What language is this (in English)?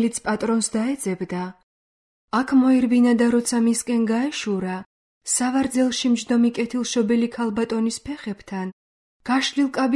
Georgian